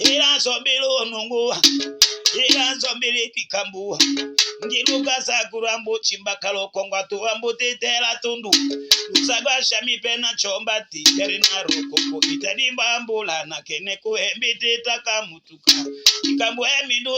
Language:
Tetela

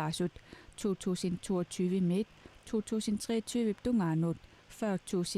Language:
Kalaallisut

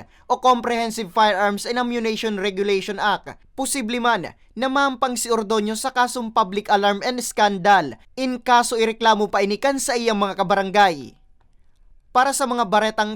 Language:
Bikol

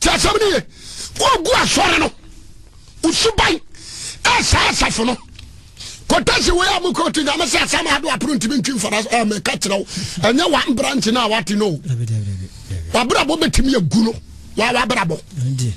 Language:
Akan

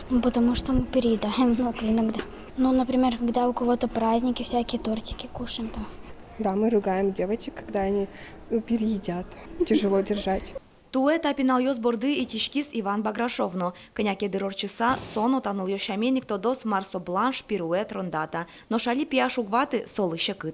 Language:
Udmurt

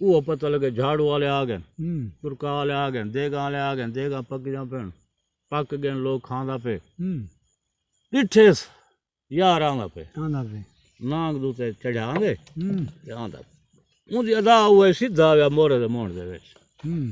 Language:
Saraiki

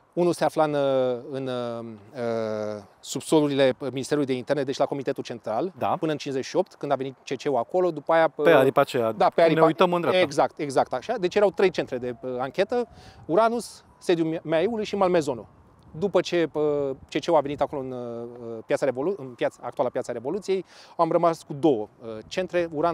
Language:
Romanian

